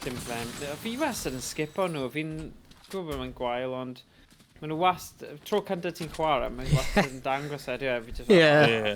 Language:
Welsh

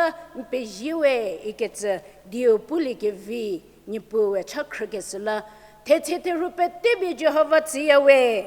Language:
Angami Naga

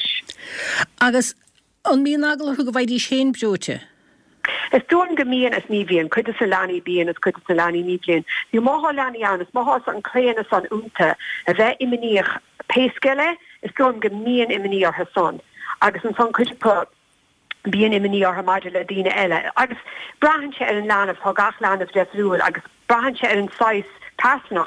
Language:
Irish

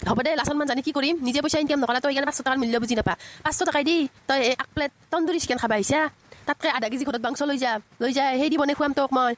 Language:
Assamese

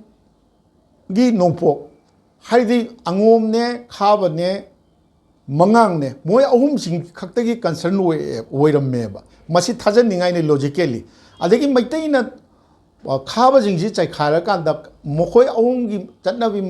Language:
Manipuri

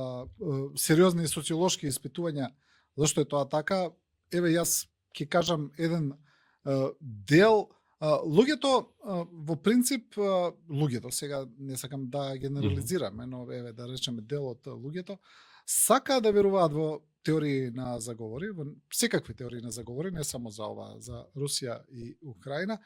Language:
Macedonian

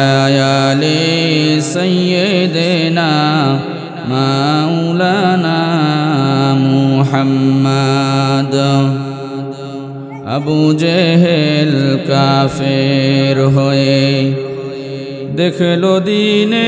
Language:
Bangla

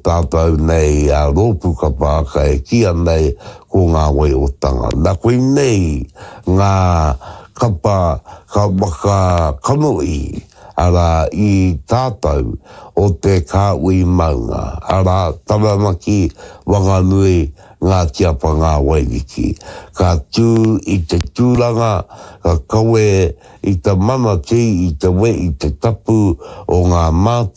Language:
Māori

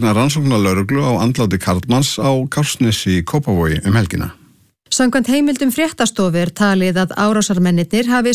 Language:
Icelandic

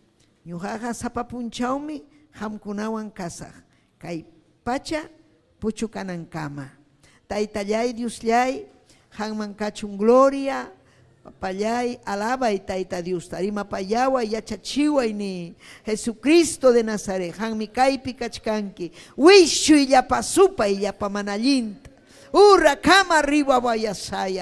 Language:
Ayacucho Quechua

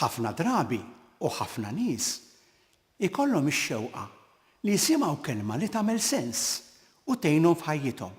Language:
Maltese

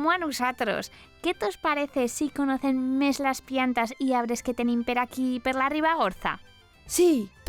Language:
Aragonese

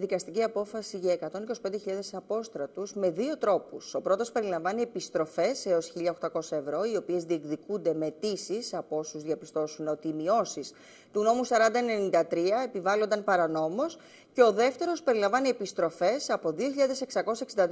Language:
Greek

